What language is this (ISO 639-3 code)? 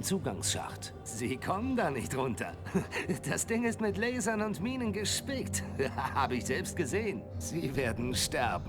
bar